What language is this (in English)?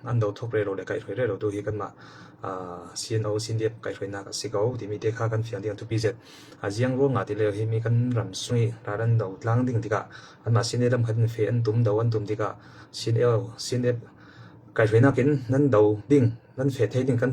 Falam Chin